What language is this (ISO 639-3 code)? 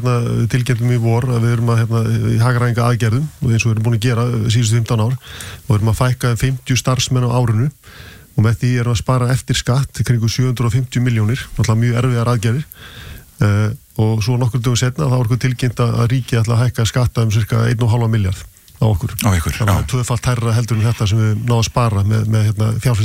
isl